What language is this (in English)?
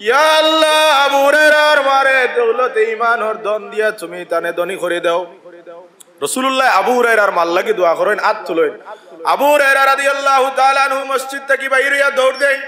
Sylheti